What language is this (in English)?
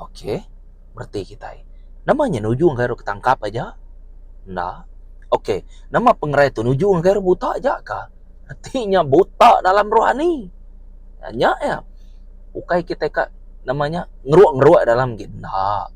Iban